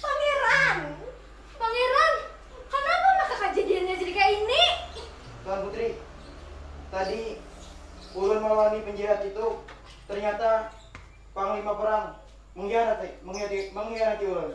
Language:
Banjar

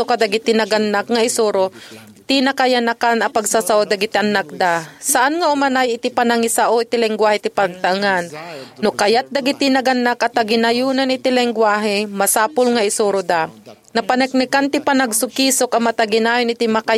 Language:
Iloko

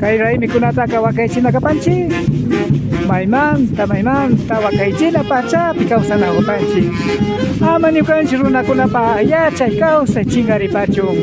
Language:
Imbabura Highland Quichua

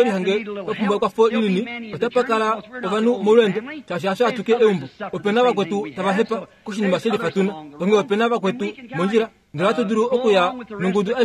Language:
Kuanyama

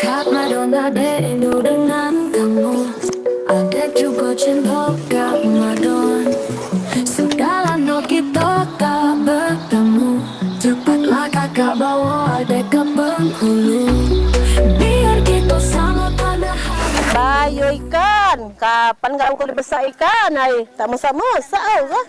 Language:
Musi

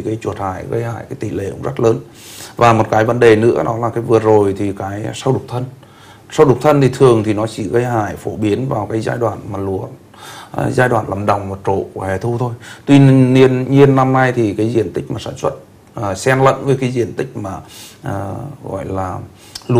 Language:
Vietnamese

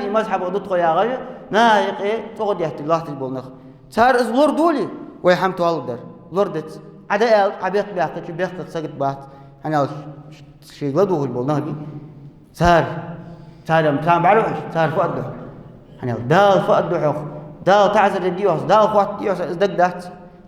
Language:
Ingush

